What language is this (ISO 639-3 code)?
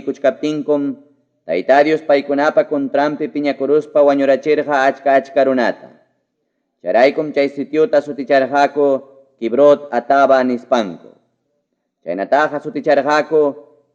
quy